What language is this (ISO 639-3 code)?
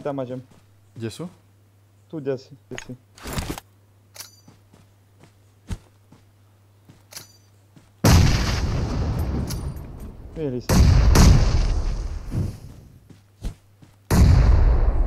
slk